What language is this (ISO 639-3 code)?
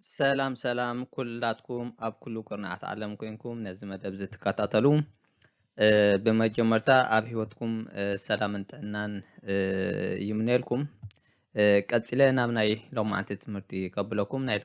tir